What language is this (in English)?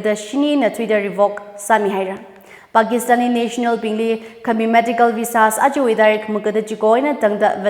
Tangkhul Naga (India)